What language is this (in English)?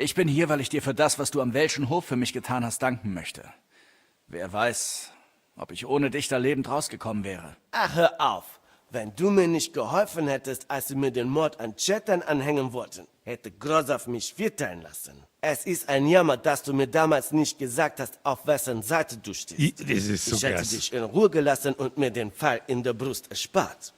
Bavarian